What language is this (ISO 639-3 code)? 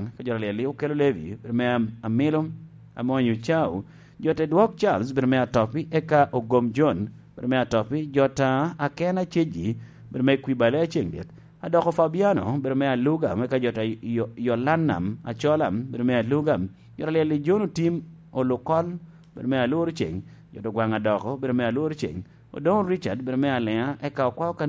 laj